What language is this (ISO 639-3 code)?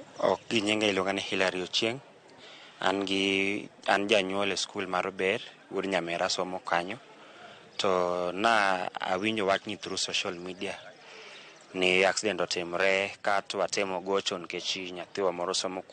luo